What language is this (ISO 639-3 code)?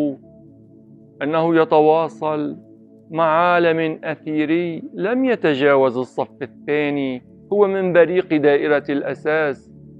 ara